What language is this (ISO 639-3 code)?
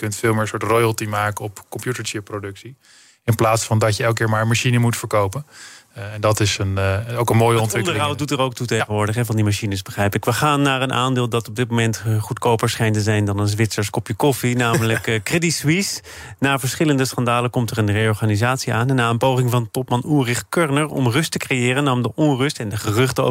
nld